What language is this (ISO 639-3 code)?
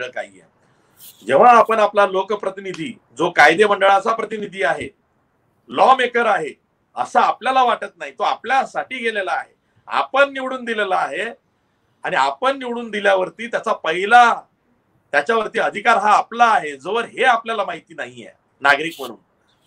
mar